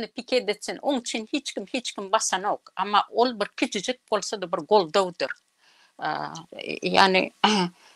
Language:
Turkmen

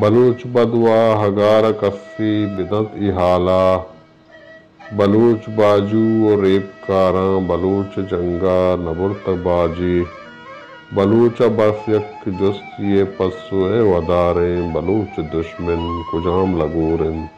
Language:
Baluchi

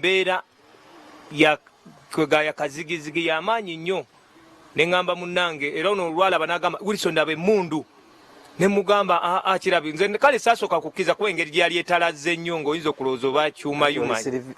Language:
Ganda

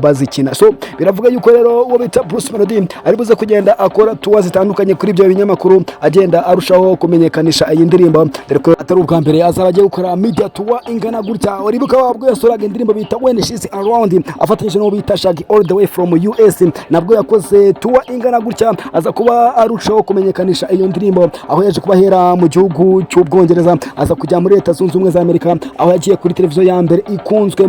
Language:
Kinyarwanda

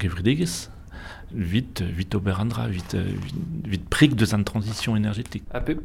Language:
Breton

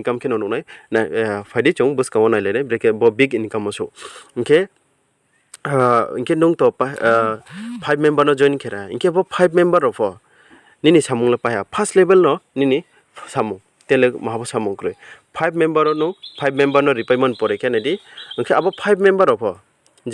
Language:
Riang (India)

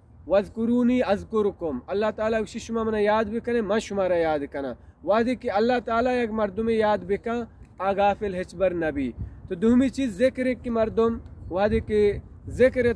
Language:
Baluchi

